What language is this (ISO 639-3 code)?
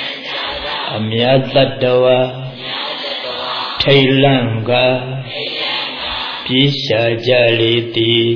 mya